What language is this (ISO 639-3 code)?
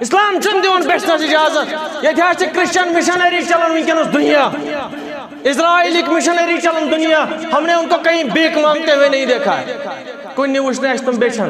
kas